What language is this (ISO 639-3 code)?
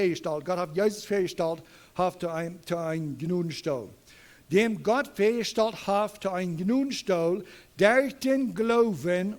pdt